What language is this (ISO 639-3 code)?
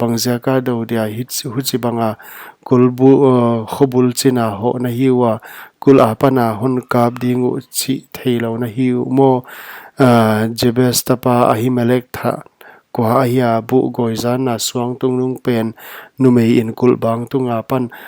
pck